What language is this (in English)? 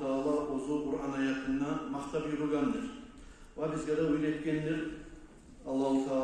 Kumyk